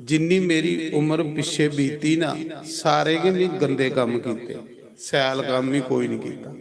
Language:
Dogri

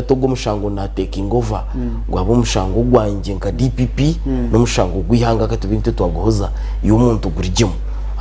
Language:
Nyankole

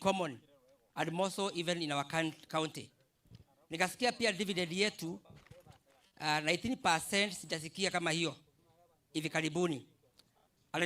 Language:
Meru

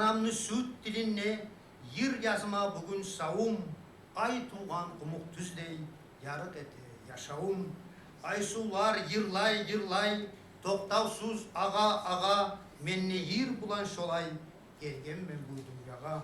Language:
Kumyk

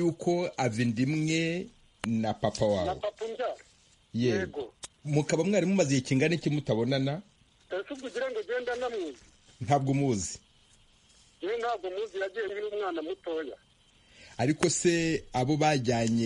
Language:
Kinyarwanda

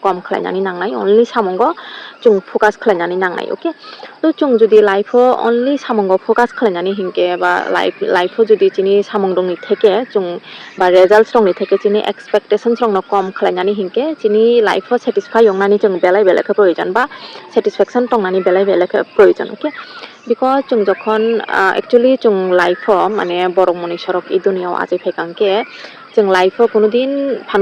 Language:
Kok Borok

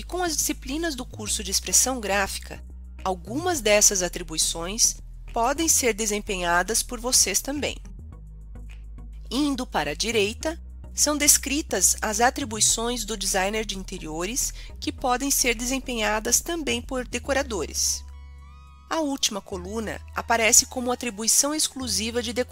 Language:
Portuguese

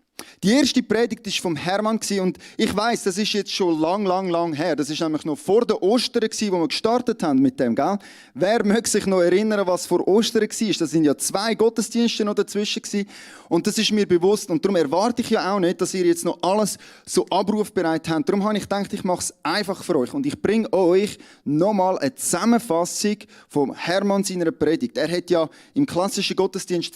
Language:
Swiss German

